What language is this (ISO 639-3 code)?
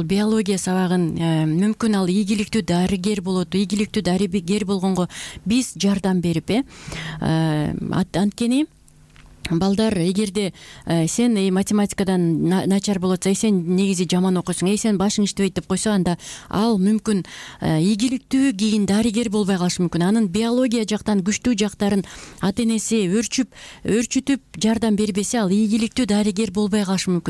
kir